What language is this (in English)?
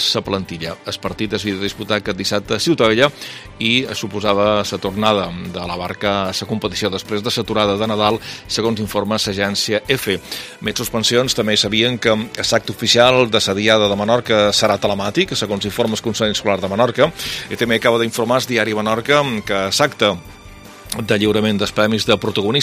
Catalan